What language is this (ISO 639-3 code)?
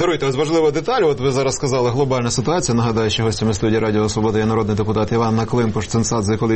ukr